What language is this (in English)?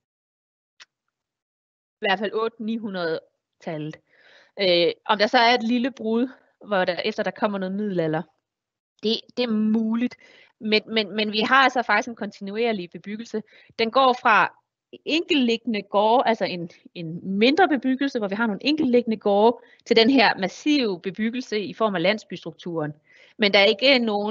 Danish